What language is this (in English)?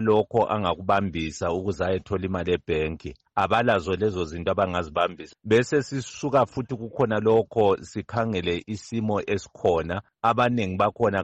North Ndebele